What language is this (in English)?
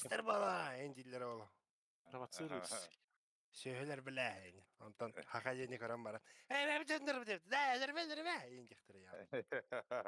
Yakut